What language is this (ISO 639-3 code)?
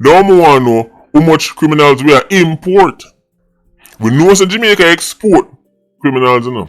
jam